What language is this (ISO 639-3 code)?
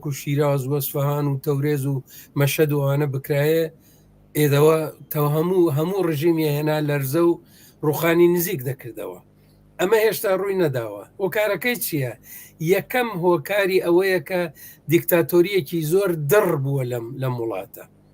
ckb